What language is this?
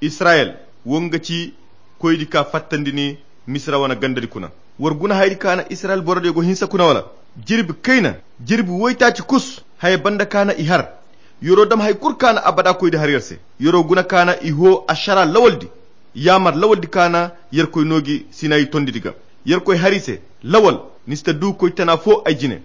Koyra Chiini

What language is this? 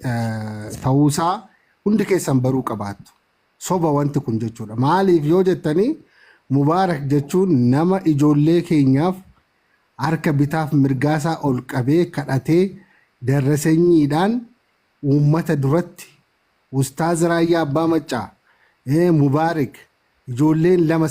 Oromo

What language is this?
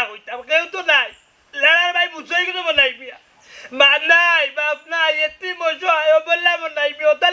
Sylheti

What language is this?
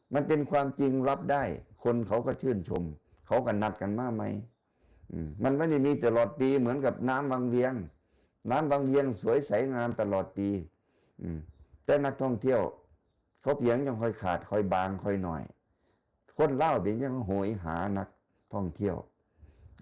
Northeastern Thai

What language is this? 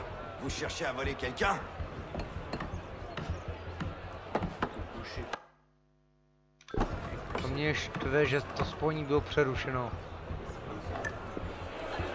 Czech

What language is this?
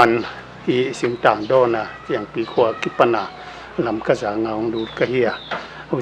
Paite Chin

